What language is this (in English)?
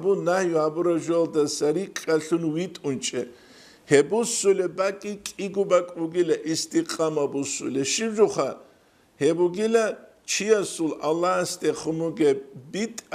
Avaric